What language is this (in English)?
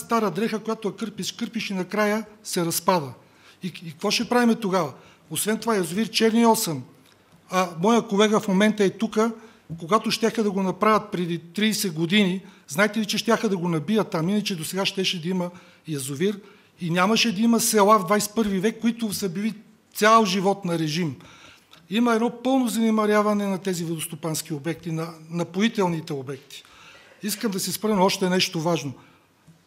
Bulgarian